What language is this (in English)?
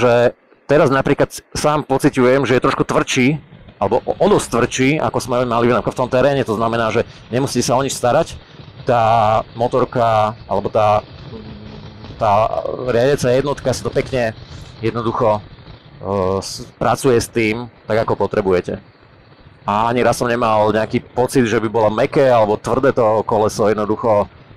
Slovak